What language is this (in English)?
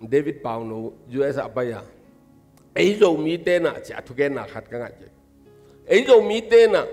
Tedim Chin